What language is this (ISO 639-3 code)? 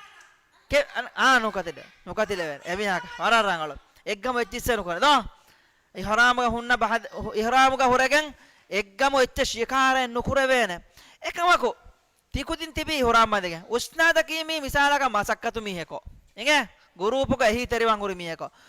div